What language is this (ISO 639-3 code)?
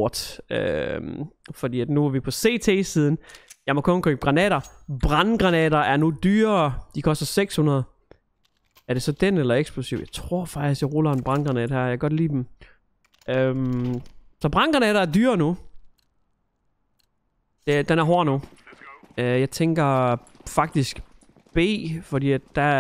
dan